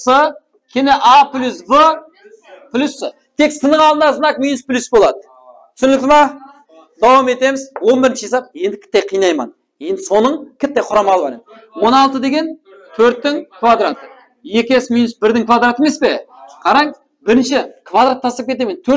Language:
Kara-Kalpak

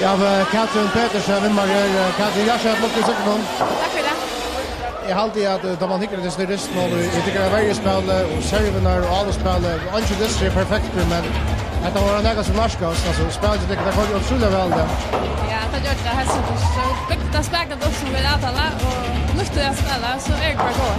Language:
Faroese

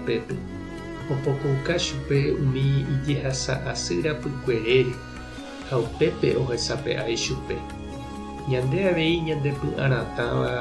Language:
Guarani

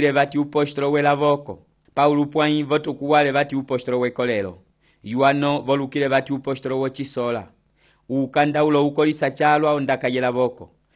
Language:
Umbundu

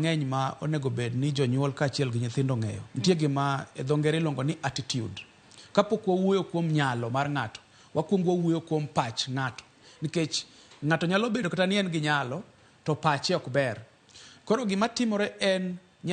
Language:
Luo (Kenya and Tanzania)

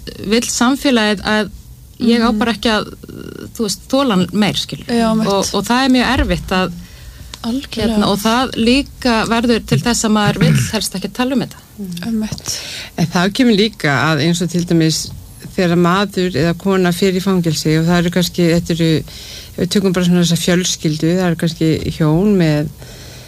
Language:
Icelandic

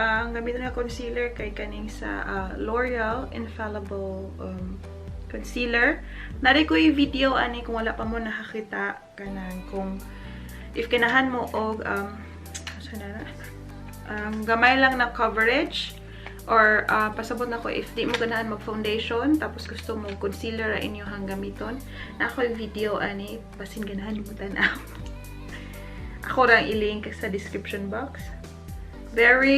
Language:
Cebuano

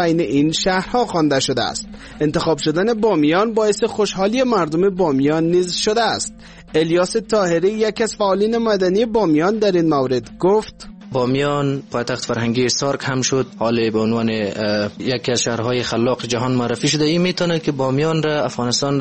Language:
Persian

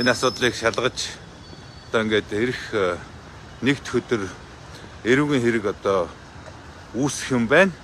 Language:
Mongolian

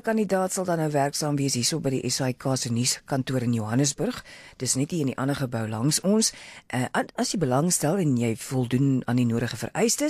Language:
Afrikaans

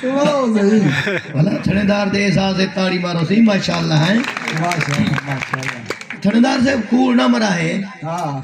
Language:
Saraiki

